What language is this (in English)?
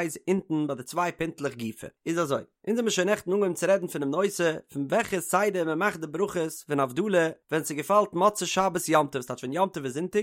Yiddish